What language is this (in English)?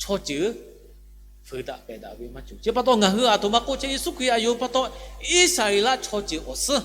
Lahu